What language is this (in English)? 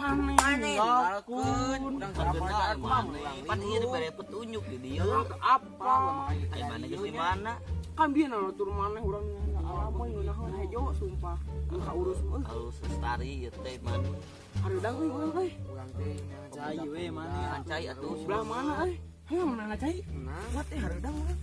Sundanese